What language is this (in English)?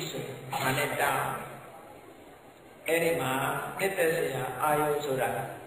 Burmese